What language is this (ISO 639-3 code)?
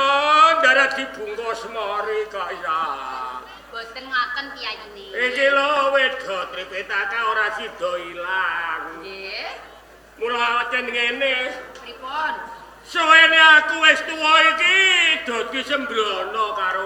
jav